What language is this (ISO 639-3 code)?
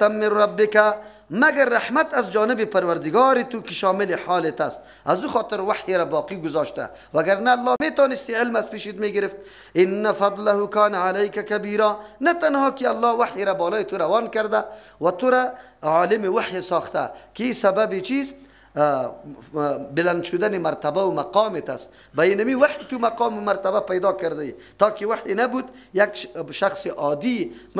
fas